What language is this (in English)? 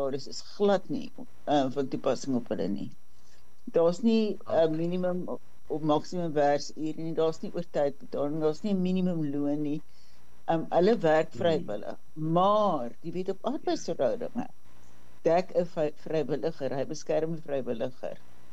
Afrikaans